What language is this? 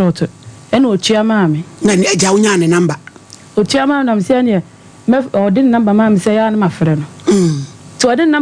Akan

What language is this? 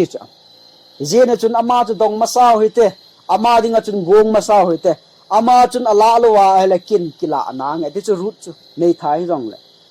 Thado Chin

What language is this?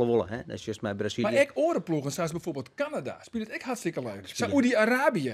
Western Frisian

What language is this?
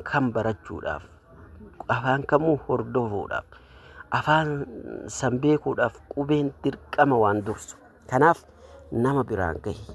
Oromo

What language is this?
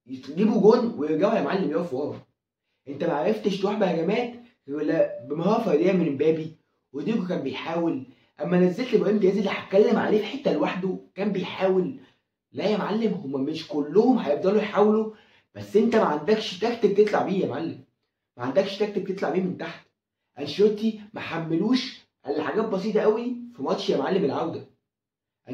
Egyptian Arabic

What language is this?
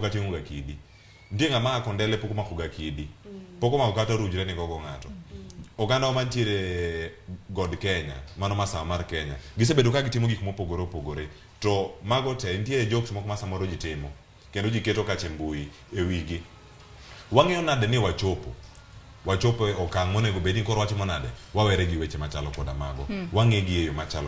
Luo (Kenya and Tanzania)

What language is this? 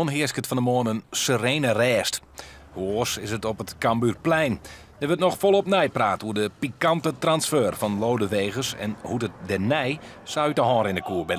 Western Frisian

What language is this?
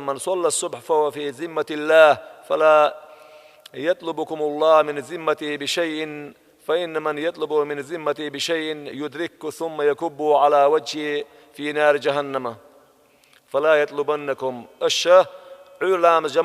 Chechen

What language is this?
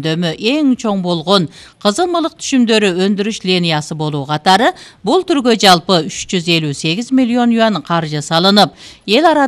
Kyrgyz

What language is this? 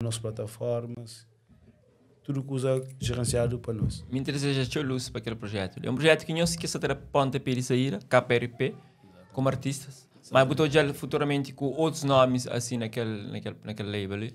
Kabuverdianu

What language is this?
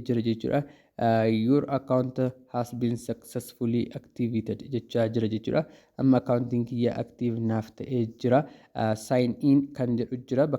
Oromo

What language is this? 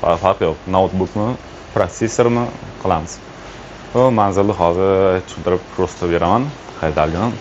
Uzbek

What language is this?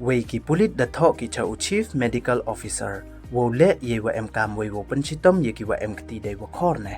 Pnar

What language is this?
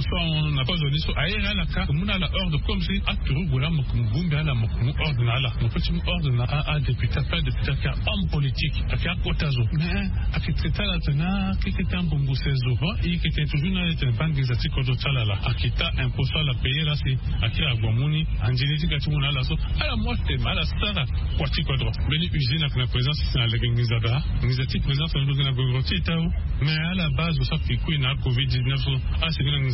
Sango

